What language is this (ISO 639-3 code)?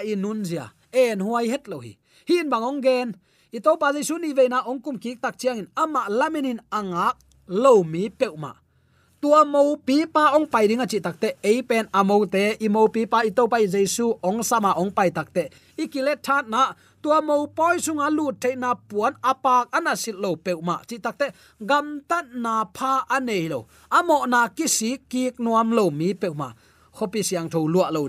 ctd